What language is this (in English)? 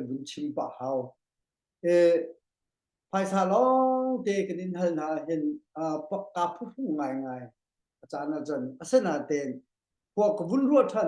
Hakha Chin